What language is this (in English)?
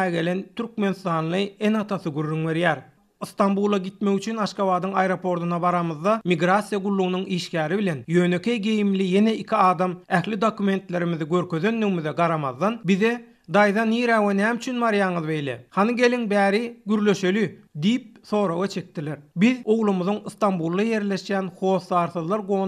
Turkmen